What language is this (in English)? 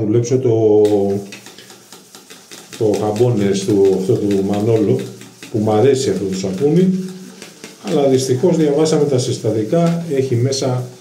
Greek